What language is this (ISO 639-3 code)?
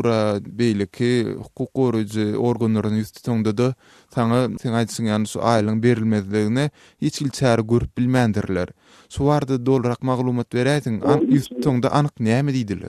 tuk